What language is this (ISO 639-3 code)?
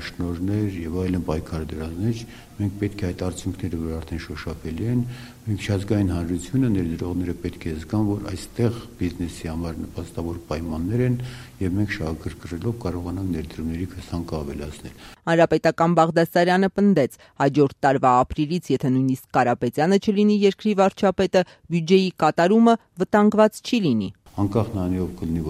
hye